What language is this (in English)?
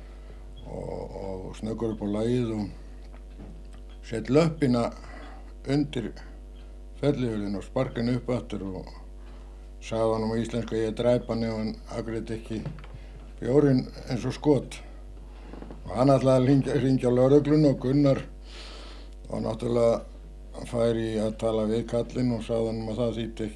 Icelandic